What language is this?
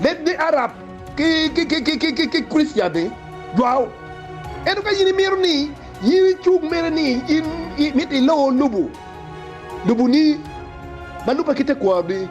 Acoli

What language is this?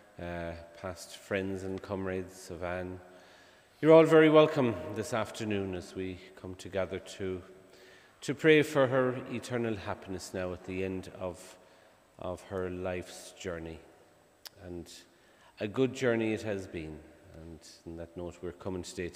English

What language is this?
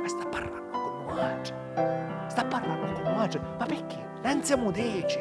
Sicilian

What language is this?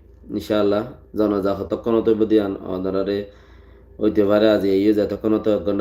Rohingya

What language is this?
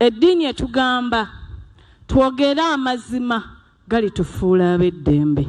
Ganda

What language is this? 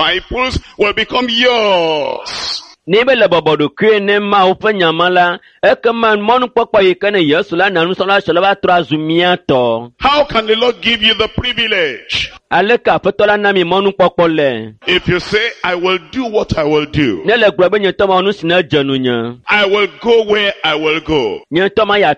Ewe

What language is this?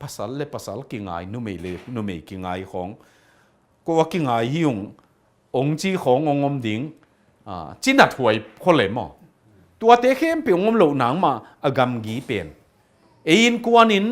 Tedim Chin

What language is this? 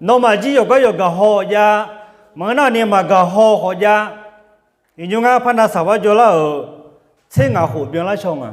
Akha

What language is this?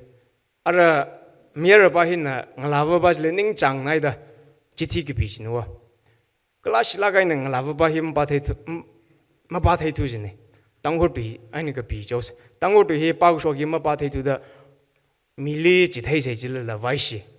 Tangkhul Naga (India)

